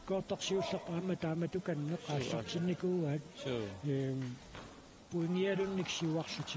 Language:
Kalaallisut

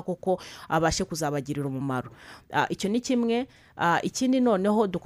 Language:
Kinyarwanda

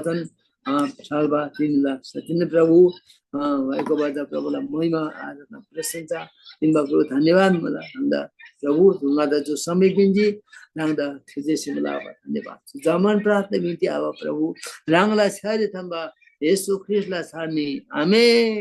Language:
Eastern Tamang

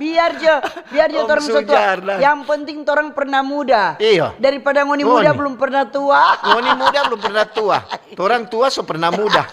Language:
Manado Malay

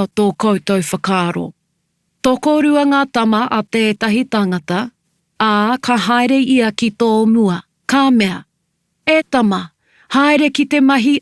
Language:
Māori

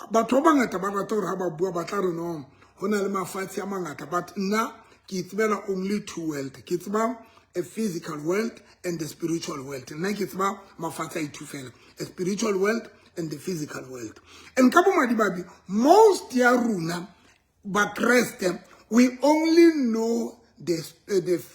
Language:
Southern Sotho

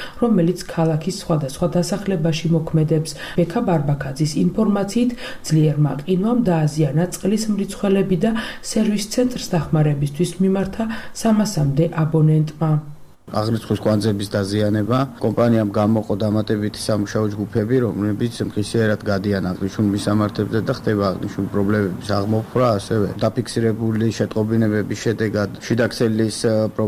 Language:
Georgian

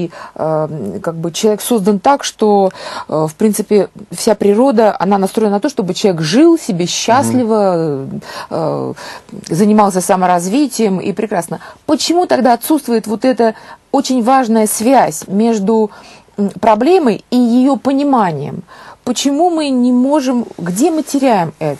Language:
Russian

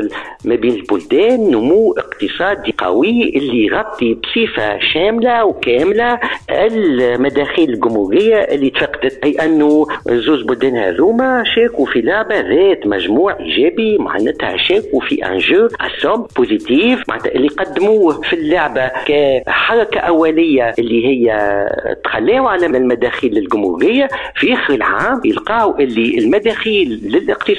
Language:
Tunisian Arabic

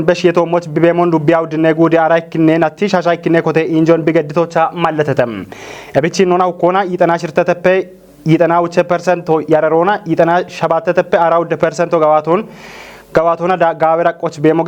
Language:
Kafa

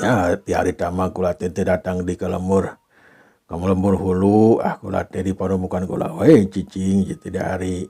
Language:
Sundanese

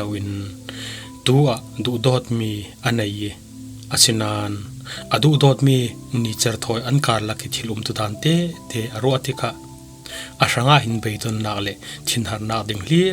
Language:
Falam Chin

